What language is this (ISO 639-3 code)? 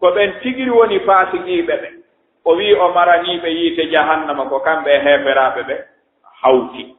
ful